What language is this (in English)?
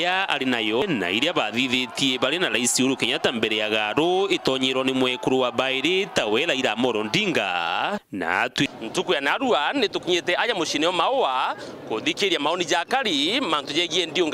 Meru